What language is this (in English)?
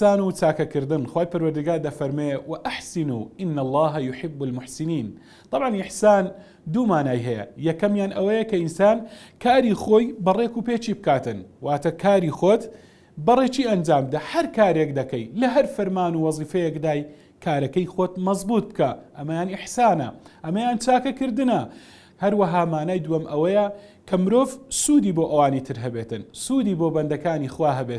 Central Kurdish